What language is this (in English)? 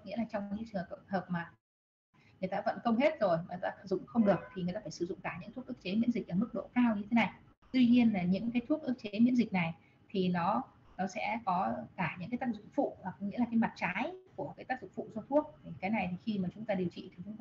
Vietnamese